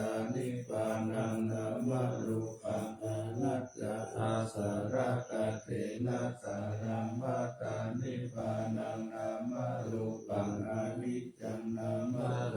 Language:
Pali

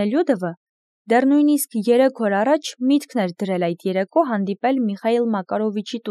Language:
Armenian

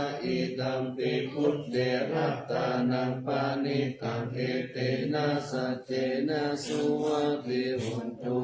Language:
Pali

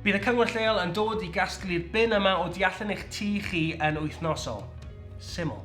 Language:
Welsh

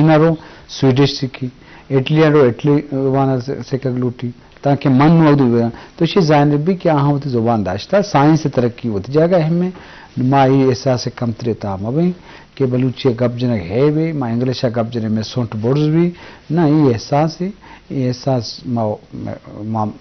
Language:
Baluchi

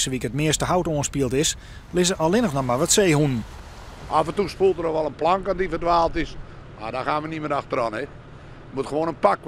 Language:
Western Frisian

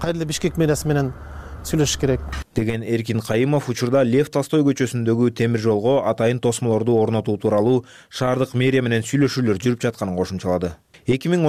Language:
Kyrgyz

